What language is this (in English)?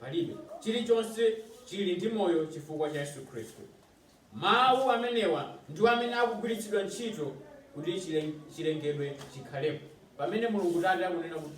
Nyanja